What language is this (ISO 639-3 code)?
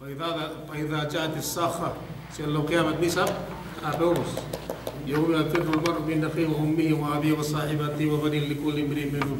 yka